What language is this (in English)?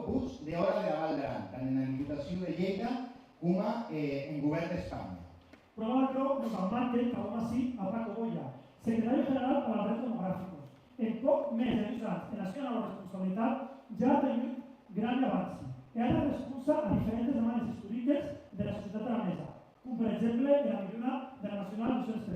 Occitan